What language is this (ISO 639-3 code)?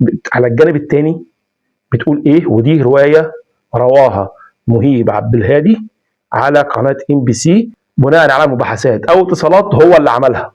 arz